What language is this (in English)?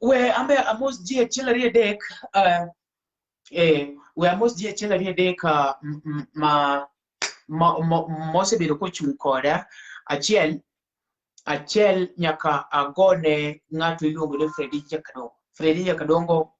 Luo (Kenya and Tanzania)